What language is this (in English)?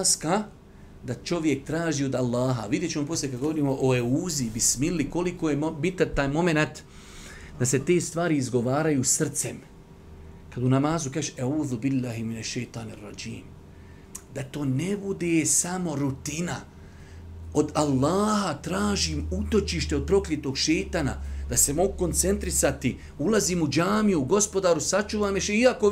Bosnian